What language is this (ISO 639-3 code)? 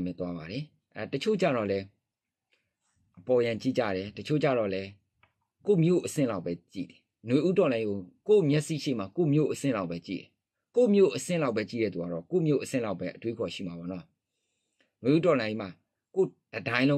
mya